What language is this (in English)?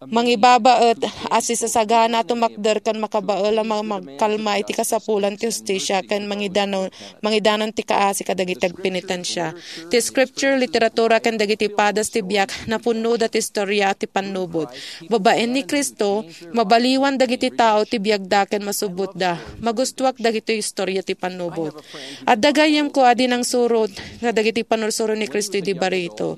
Iloko